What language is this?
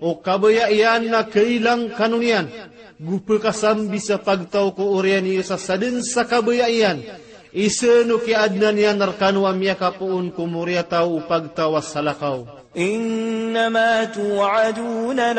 Maranao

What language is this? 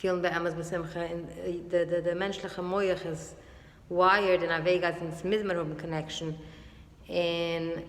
Yiddish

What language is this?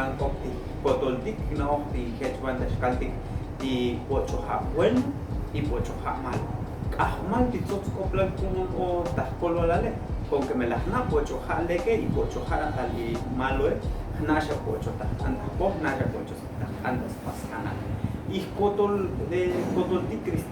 Tzotzil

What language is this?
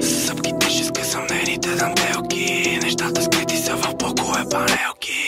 Bulgarian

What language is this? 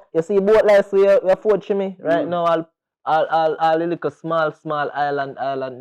Jamaican Creole English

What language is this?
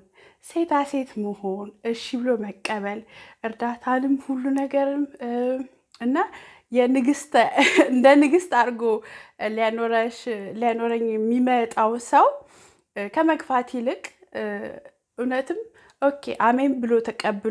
Amharic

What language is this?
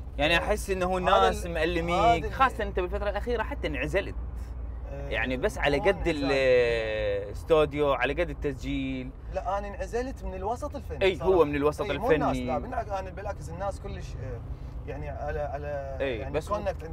Mesopotamian Arabic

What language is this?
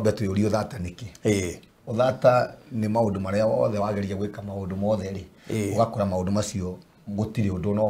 Kikuyu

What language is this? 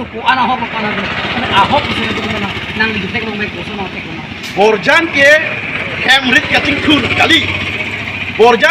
Karbi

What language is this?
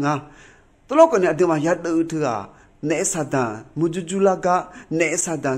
Akha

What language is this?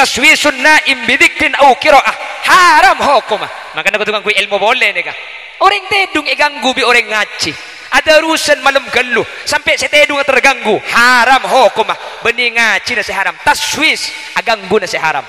Madurese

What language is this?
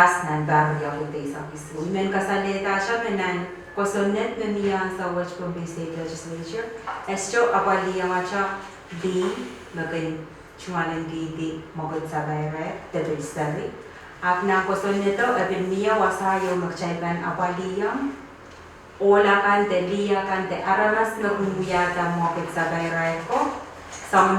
Pohnpeian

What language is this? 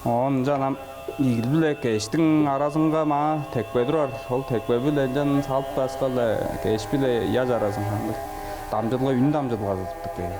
Tuvinian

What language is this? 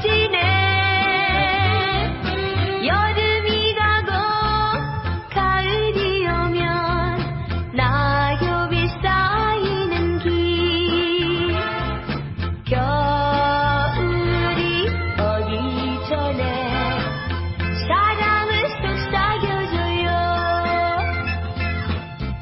Korean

